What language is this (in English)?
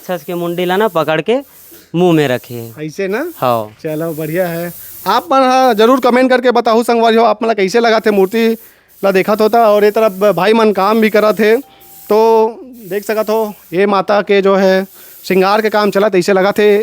Chhattisgarhi